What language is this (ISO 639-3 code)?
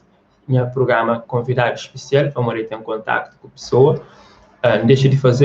kea